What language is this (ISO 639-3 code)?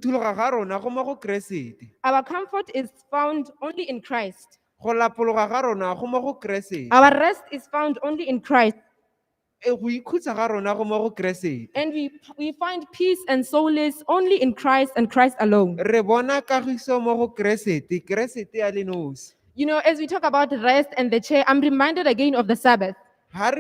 tsn